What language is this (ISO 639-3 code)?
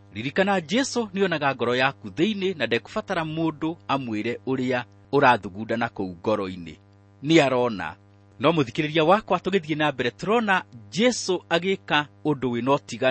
kik